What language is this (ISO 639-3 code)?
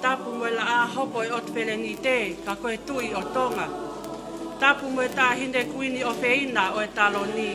ton